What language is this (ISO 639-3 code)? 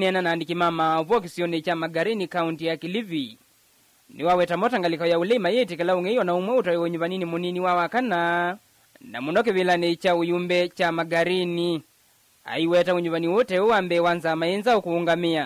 kam